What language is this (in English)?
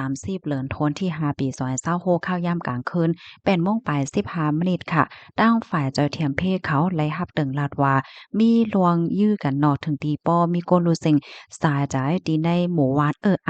Shan